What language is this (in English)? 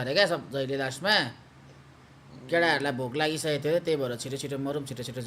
Nepali